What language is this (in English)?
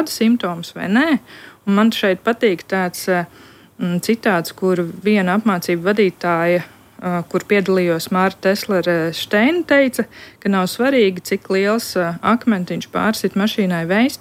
Latvian